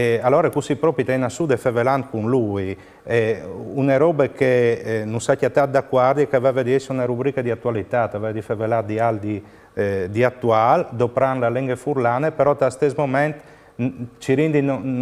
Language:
Friulian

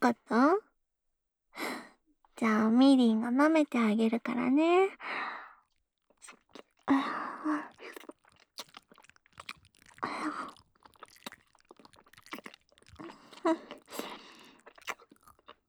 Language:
Japanese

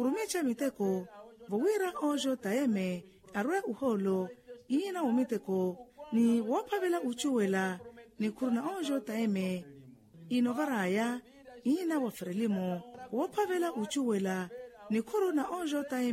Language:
Makhuwa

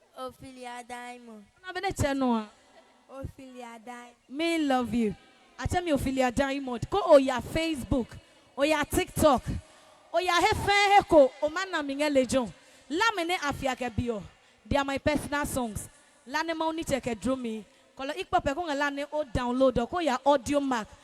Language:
Adangme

